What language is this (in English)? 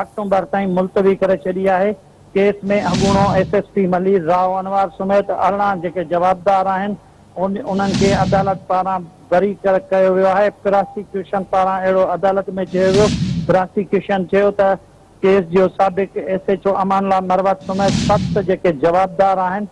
Sindhi